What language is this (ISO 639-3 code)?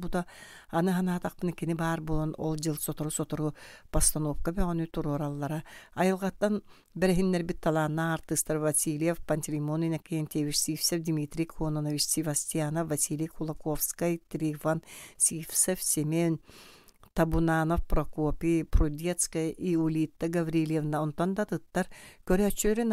sah